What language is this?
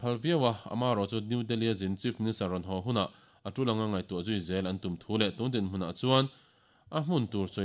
Mizo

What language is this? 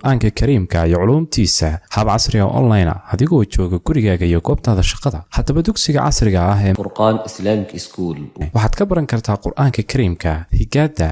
Somali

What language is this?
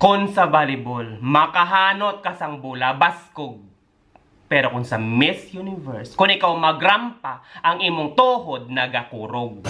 Hiligaynon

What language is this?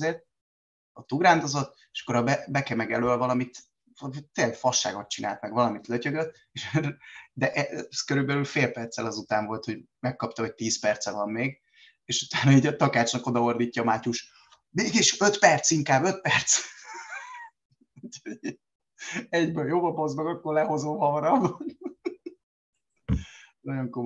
Hungarian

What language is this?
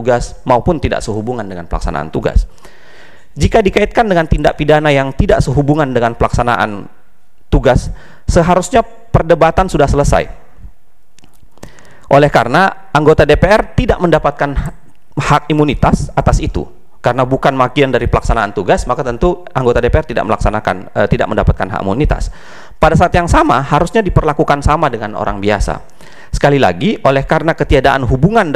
Indonesian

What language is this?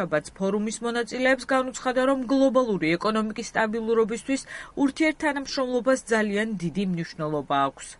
Georgian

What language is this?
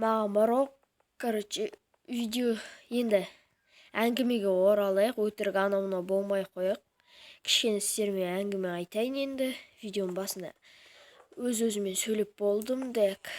Kazakh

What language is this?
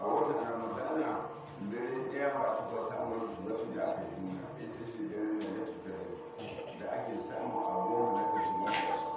Hausa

